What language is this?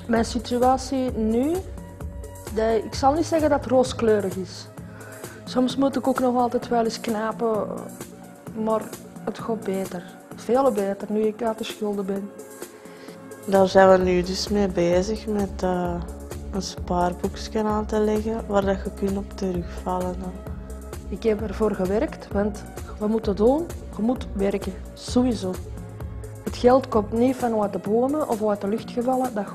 Dutch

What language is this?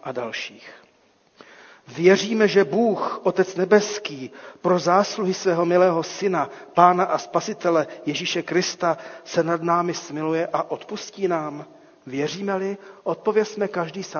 Czech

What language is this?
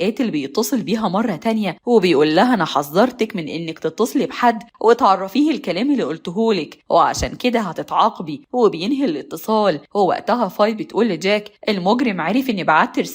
Egyptian Arabic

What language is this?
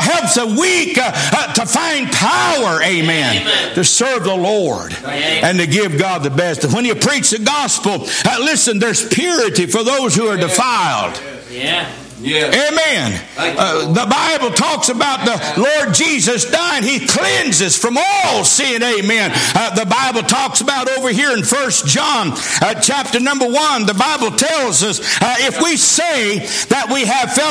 English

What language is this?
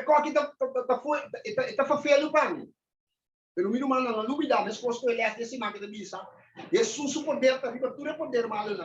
Papiamento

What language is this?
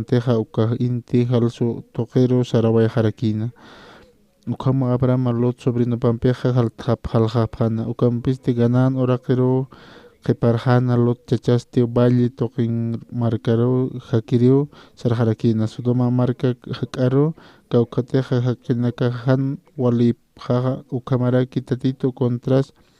Aymara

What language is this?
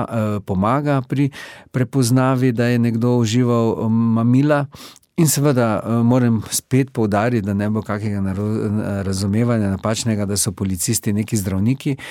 Slovenian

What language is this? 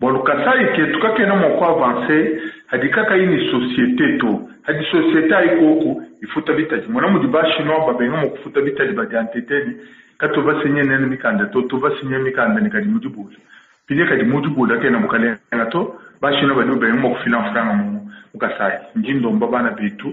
Luba-Lulua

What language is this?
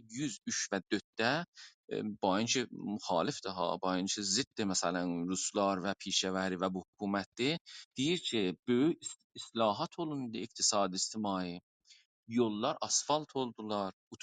South Azerbaijani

